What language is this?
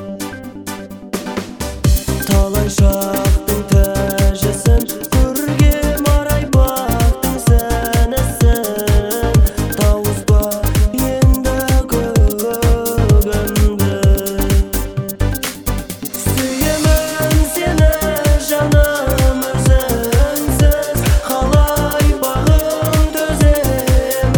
Kazakh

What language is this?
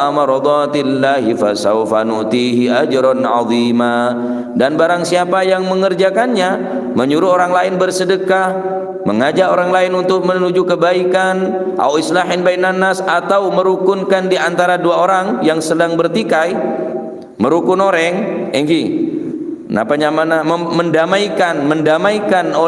Madurese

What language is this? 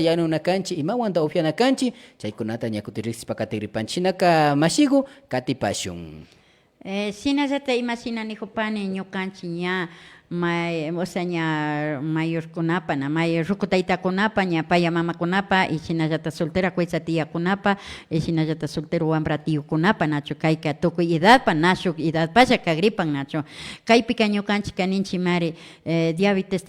Imbabura Highland Quichua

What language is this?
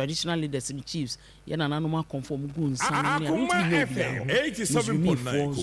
Akan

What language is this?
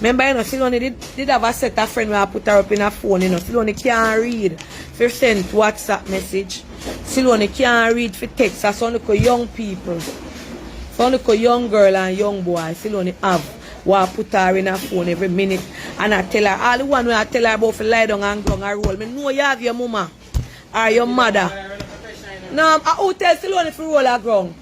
Jamaican Creole English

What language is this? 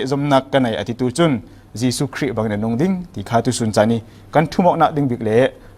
Falam Chin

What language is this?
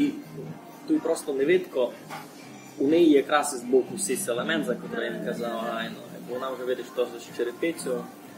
Rusyn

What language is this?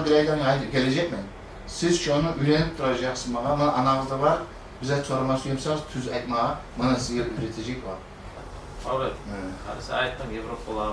Kumyk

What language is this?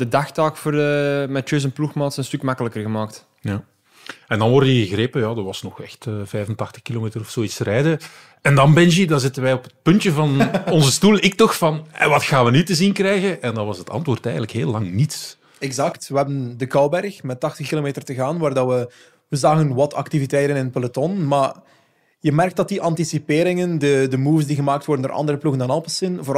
Dutch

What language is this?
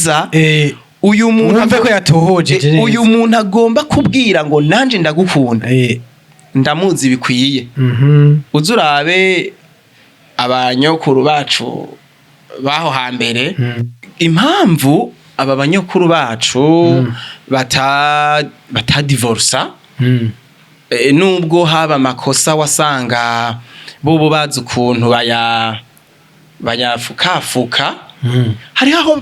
Rundi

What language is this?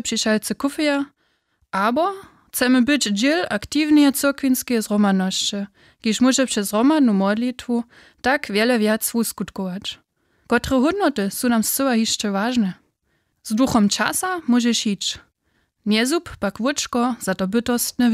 Upper Sorbian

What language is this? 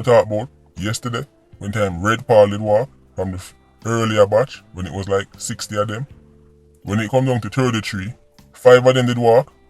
Jamaican Creole English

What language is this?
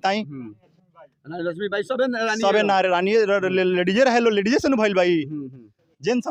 Bhojpuri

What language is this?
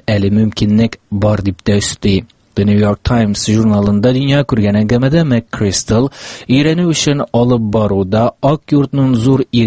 Tatar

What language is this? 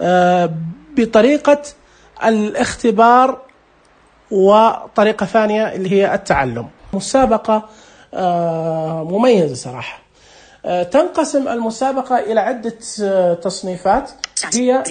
Najdi Arabic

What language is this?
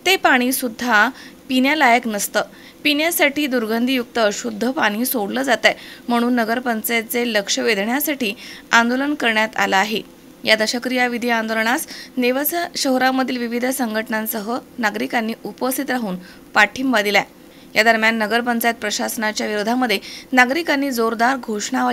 Marathi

